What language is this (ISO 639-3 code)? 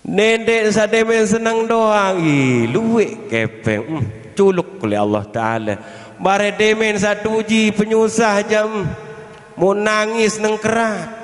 sas